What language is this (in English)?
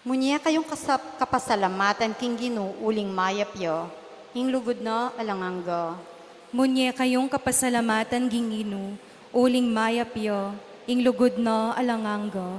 Pampanga